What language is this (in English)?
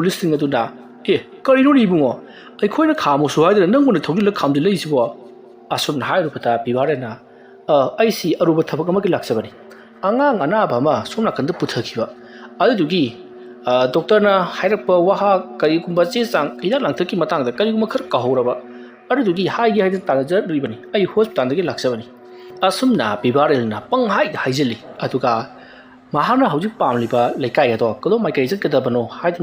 Manipuri